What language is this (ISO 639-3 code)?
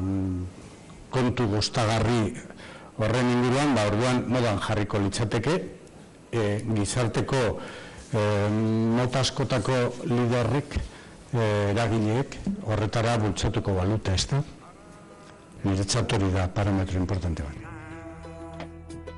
eus